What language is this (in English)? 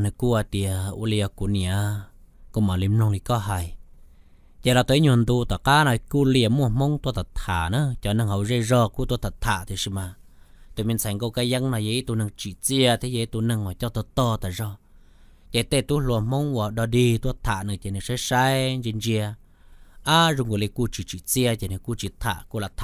Hmong